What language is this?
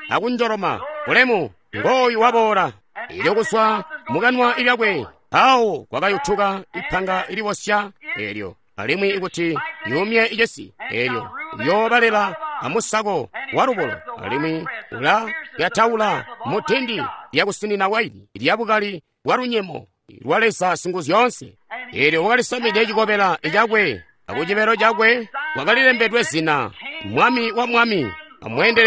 Tonga (Zambia)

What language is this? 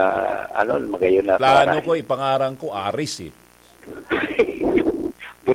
Bikol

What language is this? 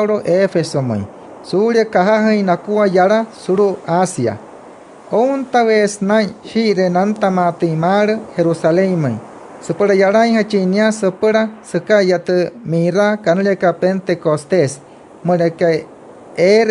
Wayuu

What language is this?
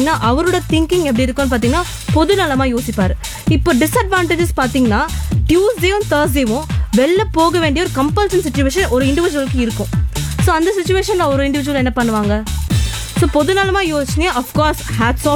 Tamil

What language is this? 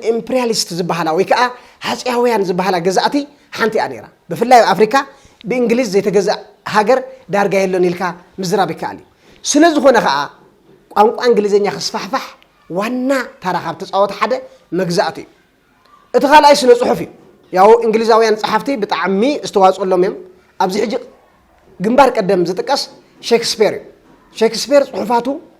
Tigrinya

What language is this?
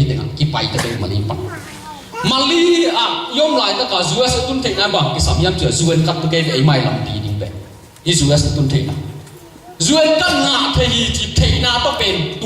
Tedim Chin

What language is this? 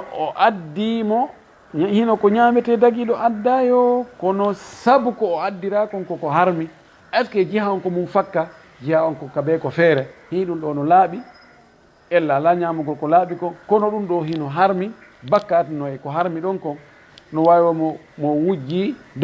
Fula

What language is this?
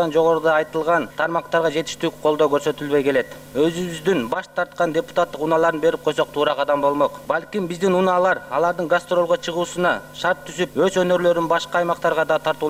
Kyrgyz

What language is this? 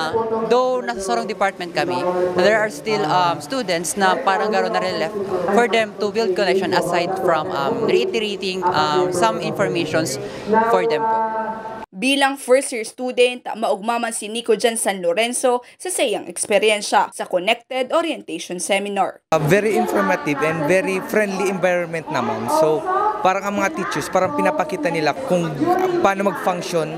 Bikol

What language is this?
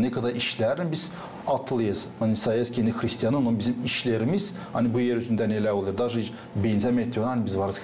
Gagauz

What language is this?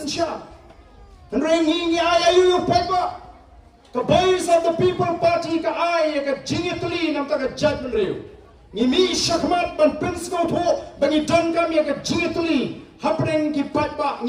Khasi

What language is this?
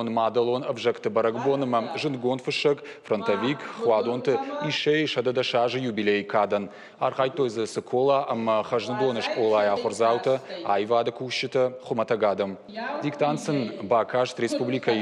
Ossetic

